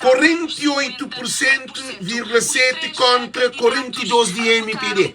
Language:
Kabuverdianu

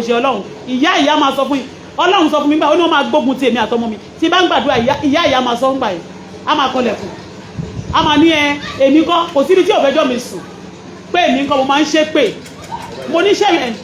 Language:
Yoruba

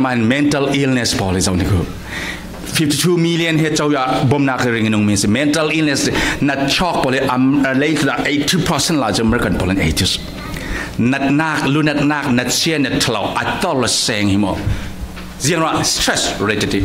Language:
Falam Chin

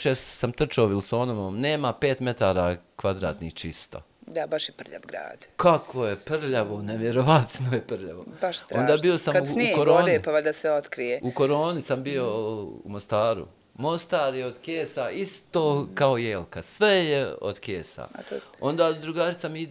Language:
Serbian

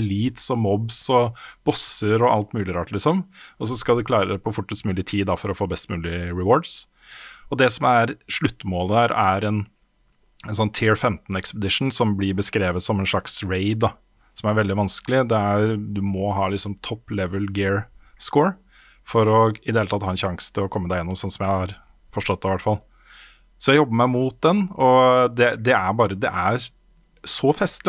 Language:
Norwegian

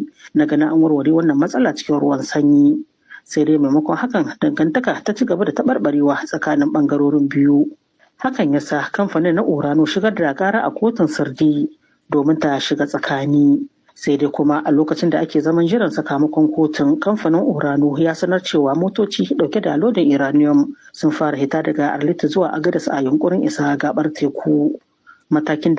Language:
Hausa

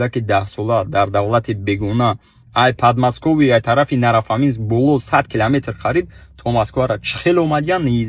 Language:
Tajik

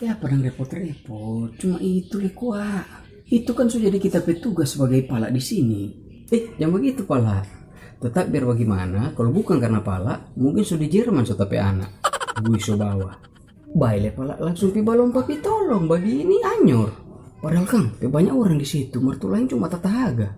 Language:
Manado Malay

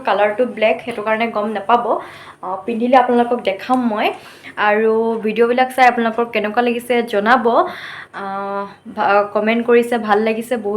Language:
Assamese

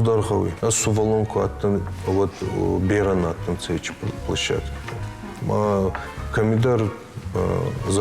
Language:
Ossetic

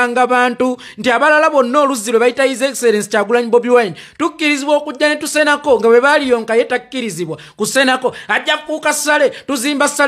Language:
Ganda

